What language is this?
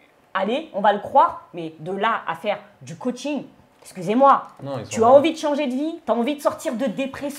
French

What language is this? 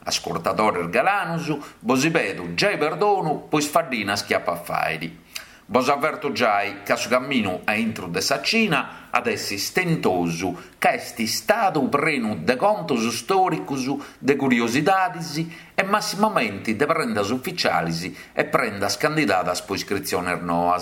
Sardinian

